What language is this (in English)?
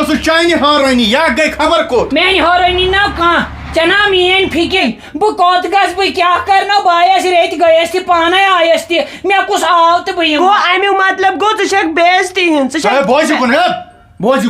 Kashmiri